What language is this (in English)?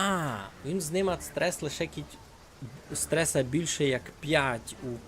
Rusyn